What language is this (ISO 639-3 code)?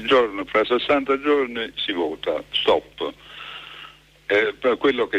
ita